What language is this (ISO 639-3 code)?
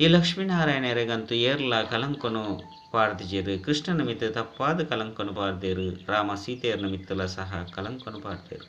tcy